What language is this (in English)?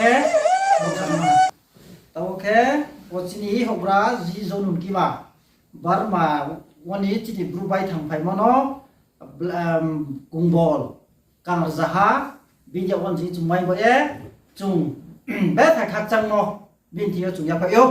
Riang (India)